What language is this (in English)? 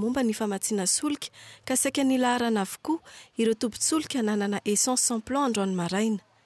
Malagasy